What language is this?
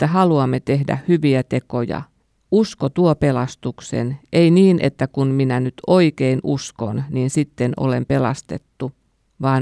Finnish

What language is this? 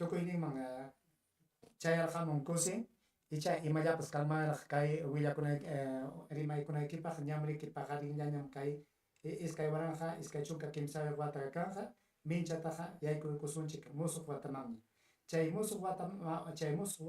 Ayacucho Quechua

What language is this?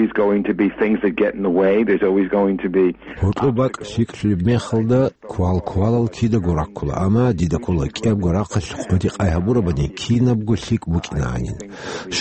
Avaric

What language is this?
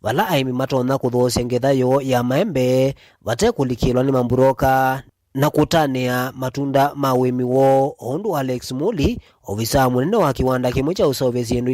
Kamba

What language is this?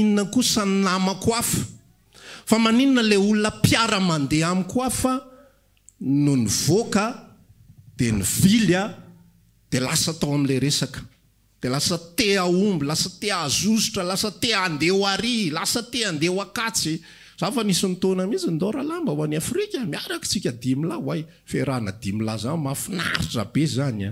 Malagasy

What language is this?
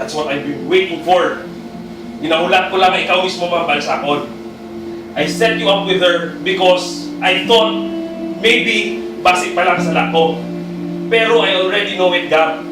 Hiligaynon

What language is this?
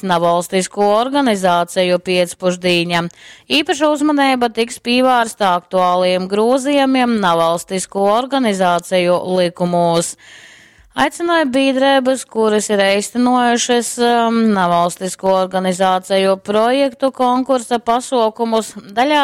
Latgalian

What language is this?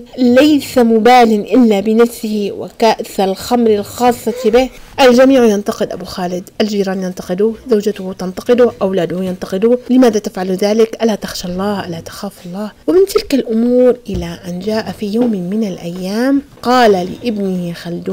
Arabic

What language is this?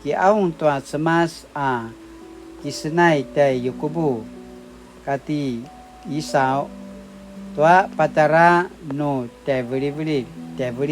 Paiwan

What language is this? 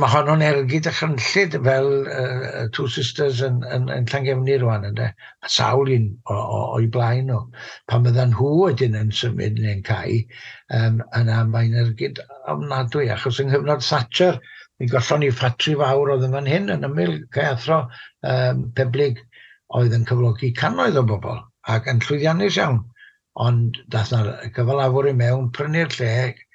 Welsh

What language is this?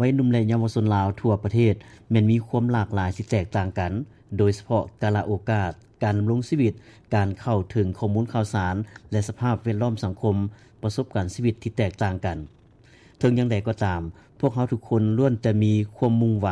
Lao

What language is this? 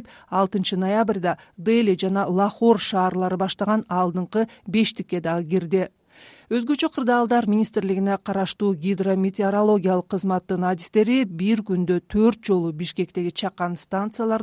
Kyrgyz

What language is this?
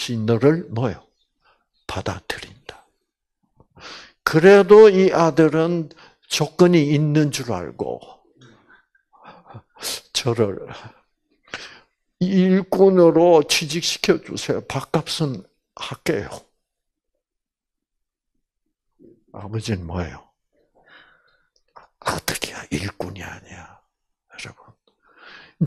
Korean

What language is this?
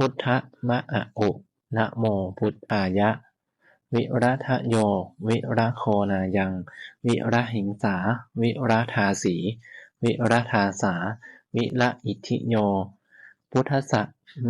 Pali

